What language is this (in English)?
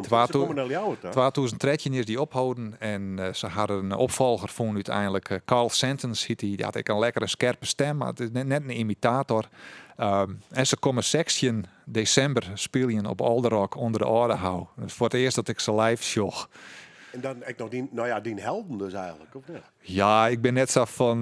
Western Frisian